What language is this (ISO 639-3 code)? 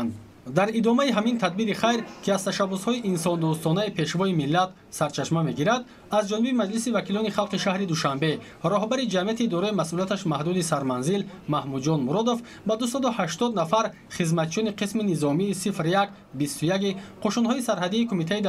tgk